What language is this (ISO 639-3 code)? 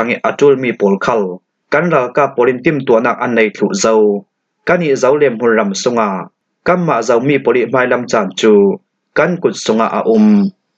cfm